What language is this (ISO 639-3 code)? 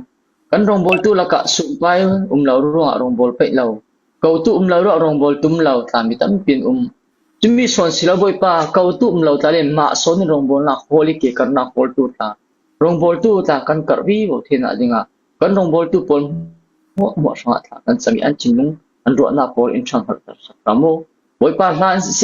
cfm